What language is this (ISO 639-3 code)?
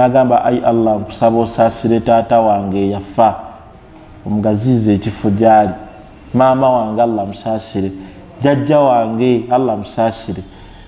lug